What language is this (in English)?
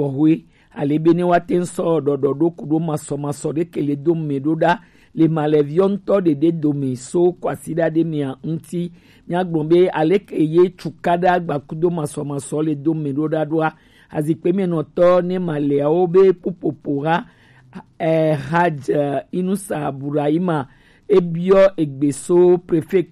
Gen